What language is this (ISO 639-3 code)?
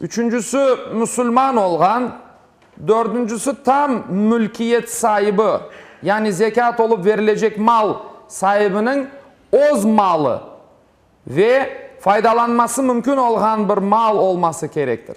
crh